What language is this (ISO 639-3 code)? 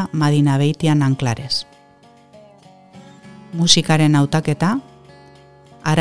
eus